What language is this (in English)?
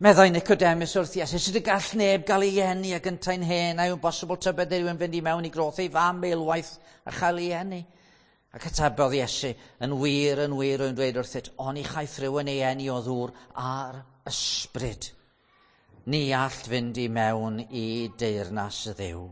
Welsh